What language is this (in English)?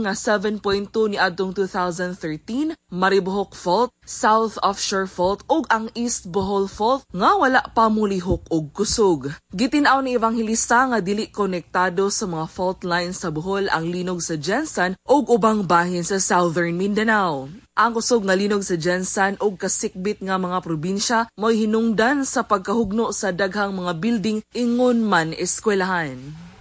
Cebuano